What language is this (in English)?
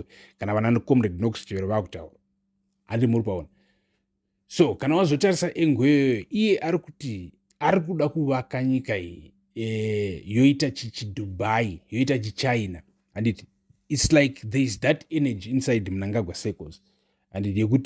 Shona